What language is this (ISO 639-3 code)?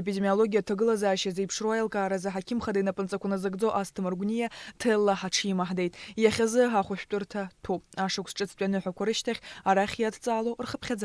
abk